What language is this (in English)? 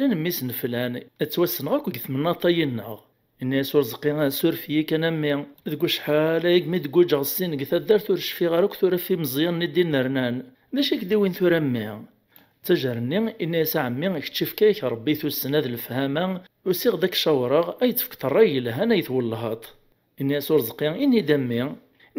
Kabyle